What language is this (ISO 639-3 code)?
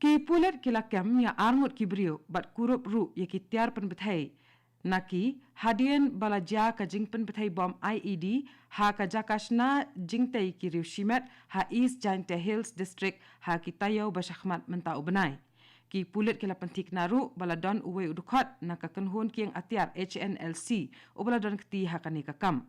kha